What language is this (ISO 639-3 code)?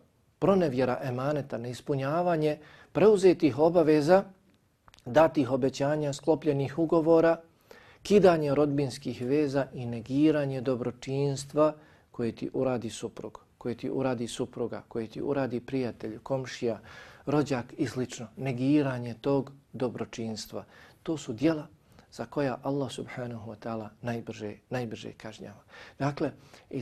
bos